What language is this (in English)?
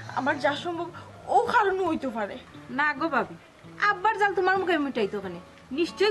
Sylheti